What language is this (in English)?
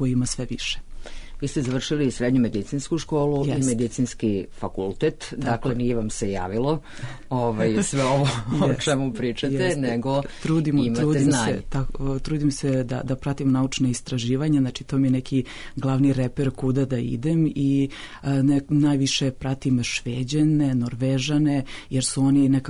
Serbian